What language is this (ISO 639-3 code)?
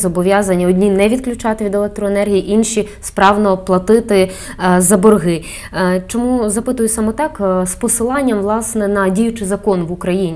ukr